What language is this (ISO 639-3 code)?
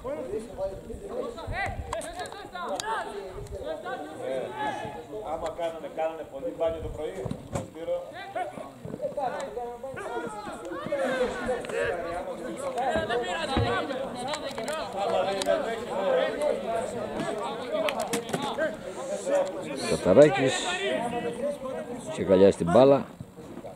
ell